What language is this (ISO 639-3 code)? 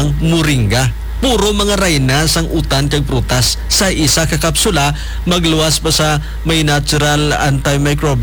hil